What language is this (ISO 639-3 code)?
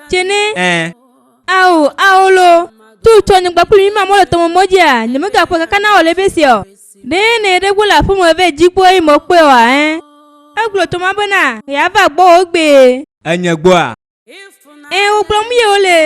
ewe